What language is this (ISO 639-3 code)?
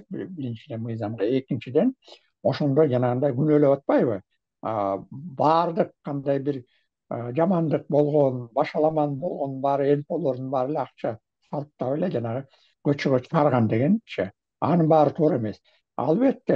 kir